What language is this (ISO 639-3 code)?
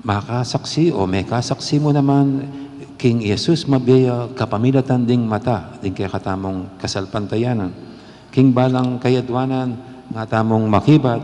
pam